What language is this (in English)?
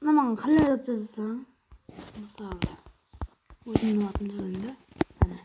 Kara-Kalpak